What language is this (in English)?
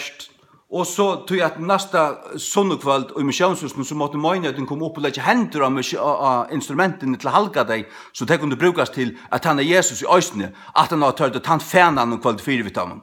Faroese